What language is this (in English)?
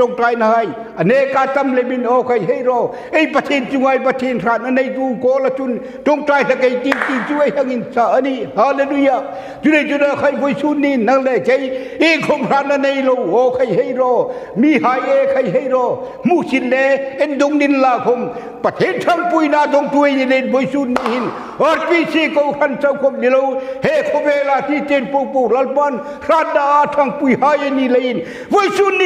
Hmar